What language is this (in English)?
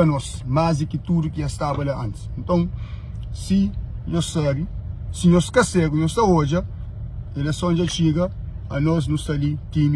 Kabuverdianu